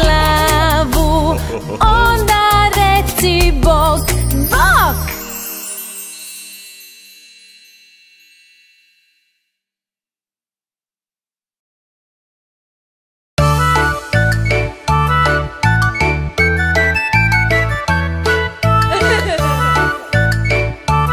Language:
Croatian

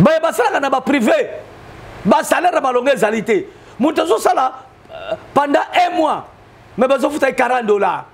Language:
Lingala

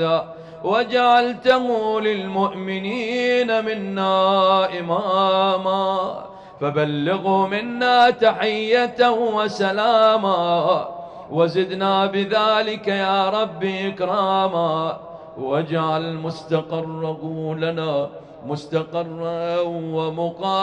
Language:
Arabic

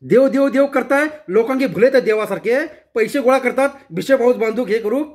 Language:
Konkani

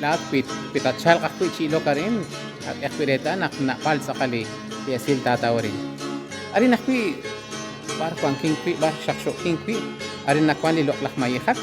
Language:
Kekchí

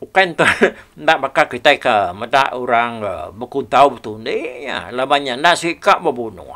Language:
Iban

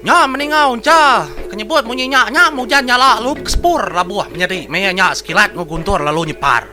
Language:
Iban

